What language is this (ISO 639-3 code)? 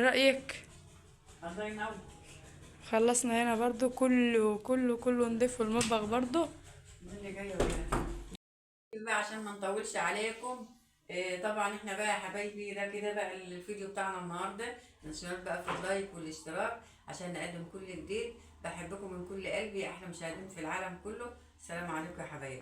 arz